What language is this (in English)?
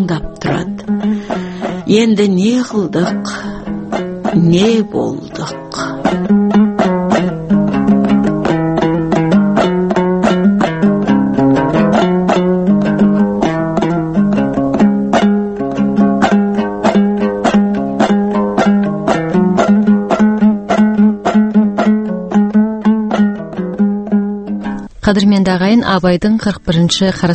Kazakh